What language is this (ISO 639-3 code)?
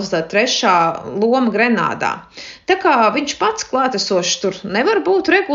lav